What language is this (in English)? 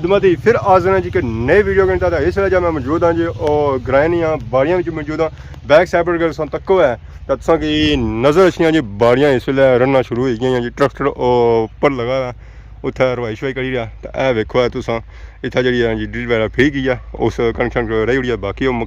Pahari-Potwari